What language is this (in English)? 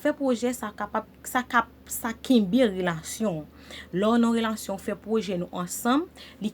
Haitian Creole